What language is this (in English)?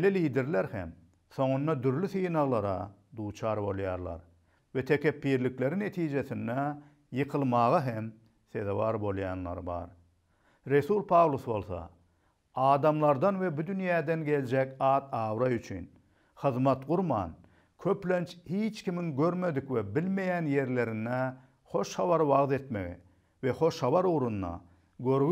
Turkmen